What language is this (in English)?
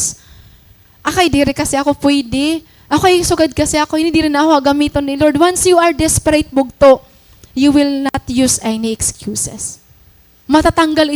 Waray